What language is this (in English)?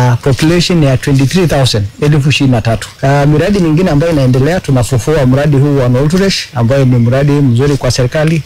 Masai